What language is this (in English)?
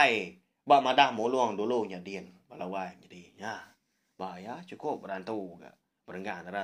Iban